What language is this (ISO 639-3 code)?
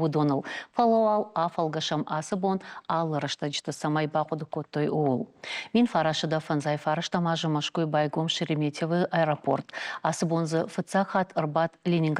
oss